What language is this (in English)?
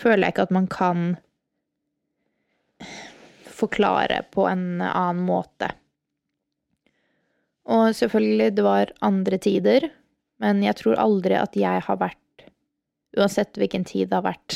Norwegian